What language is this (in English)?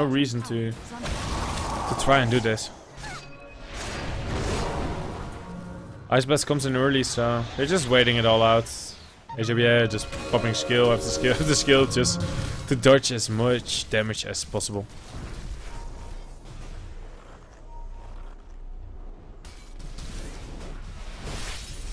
English